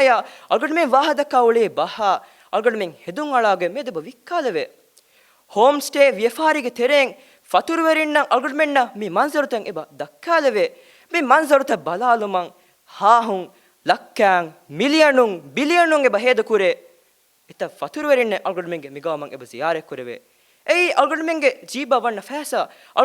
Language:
Divehi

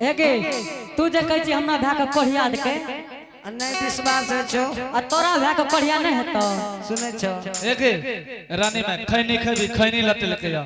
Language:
Angika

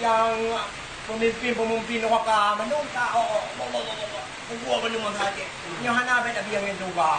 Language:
Achinese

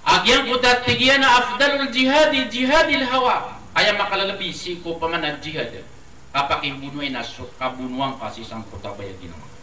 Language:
Maranao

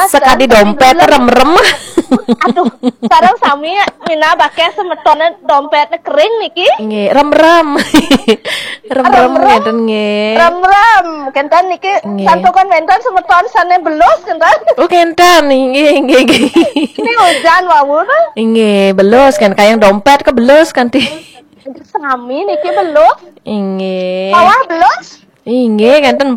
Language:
Balinese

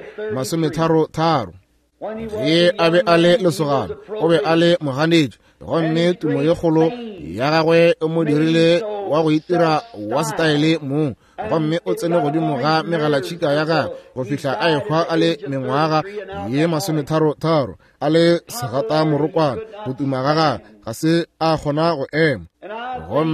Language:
Northern Sotho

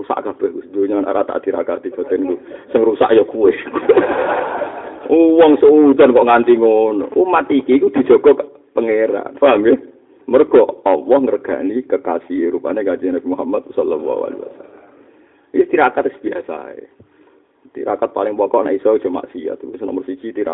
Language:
Javanese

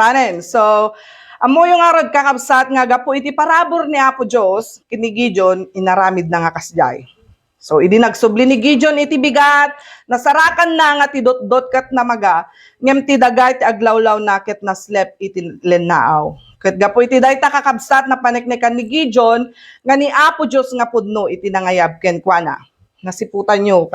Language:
Iloko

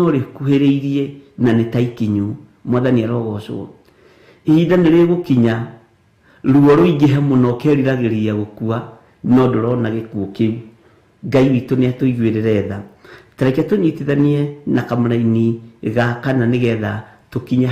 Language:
Kikuyu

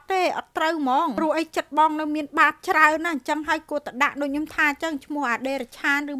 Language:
Khmer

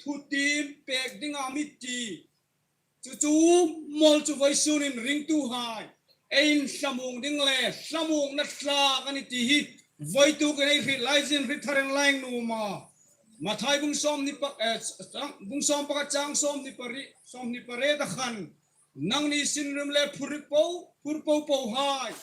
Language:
Hmar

